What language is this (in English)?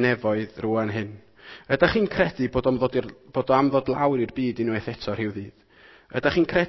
Welsh